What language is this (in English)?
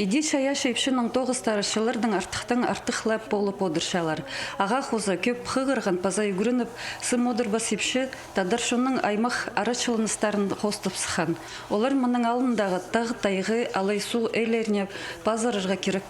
Khakas